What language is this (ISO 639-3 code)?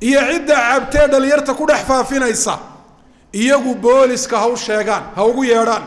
som